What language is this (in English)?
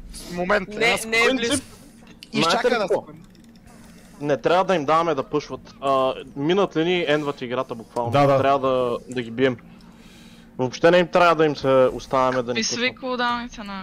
Bulgarian